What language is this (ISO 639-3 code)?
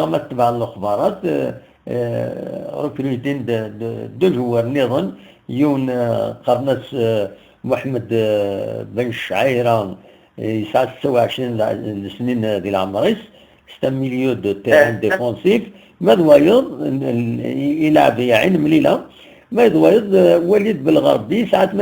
arq